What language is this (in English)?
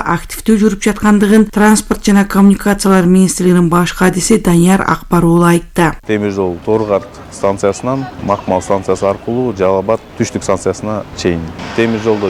Kyrgyz